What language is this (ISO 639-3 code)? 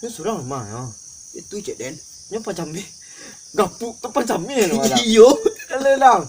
min